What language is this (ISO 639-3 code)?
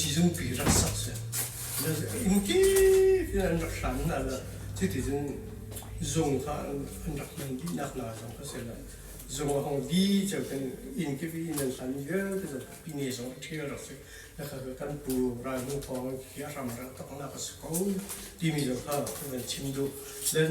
cnh